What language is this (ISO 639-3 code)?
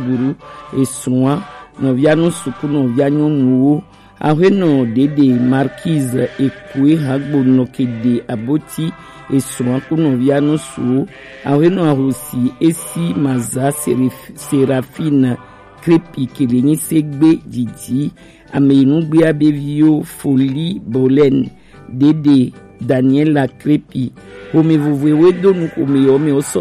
gej